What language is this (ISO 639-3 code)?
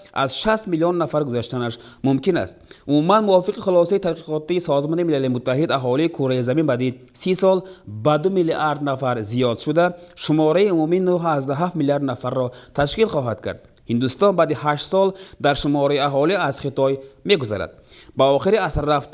tgk